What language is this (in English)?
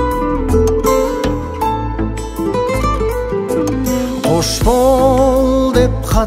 Kazakh